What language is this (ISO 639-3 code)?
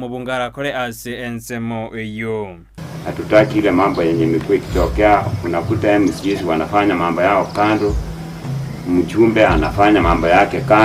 guz